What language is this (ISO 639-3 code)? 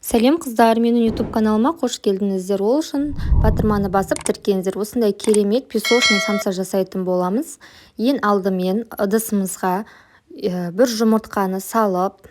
kaz